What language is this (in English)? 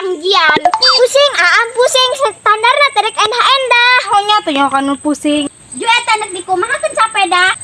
Sundanese